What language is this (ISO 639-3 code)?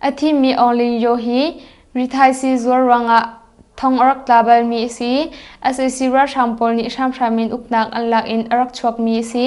cnh